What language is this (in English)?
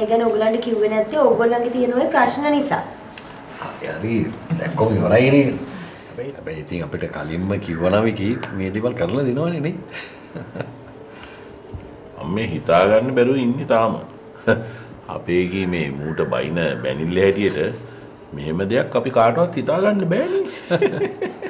Sinhala